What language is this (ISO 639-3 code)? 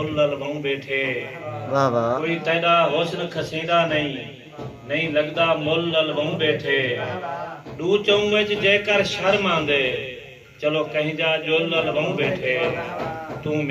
skr